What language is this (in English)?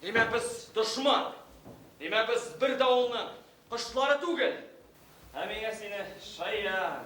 Bashkir